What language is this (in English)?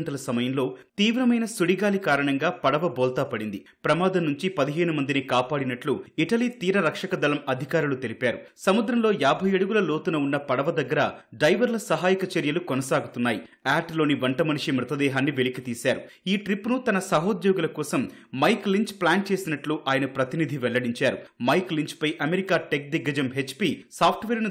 Telugu